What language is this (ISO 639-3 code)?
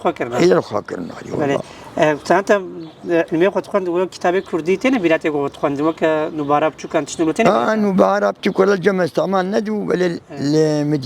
kur